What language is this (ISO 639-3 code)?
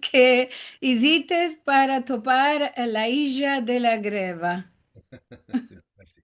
lad